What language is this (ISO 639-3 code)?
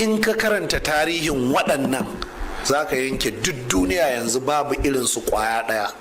hau